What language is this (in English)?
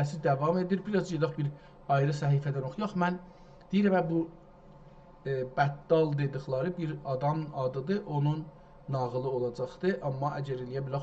South Azerbaijani